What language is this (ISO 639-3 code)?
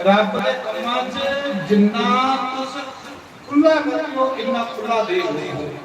doi